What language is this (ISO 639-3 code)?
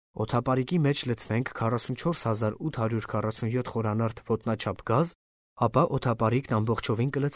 hye